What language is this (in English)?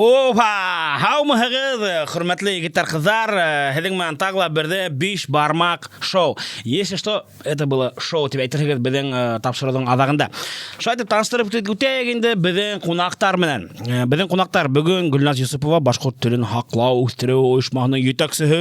Bashkir